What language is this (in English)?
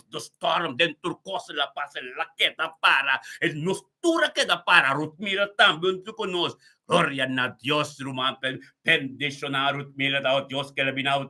Papiamento